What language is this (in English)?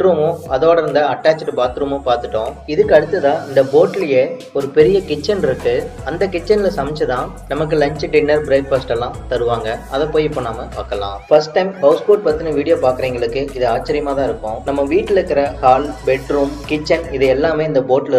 Tamil